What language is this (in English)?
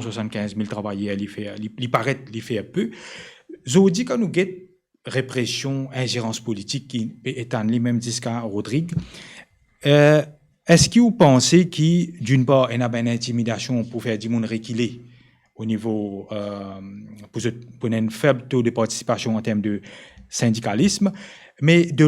Morisyen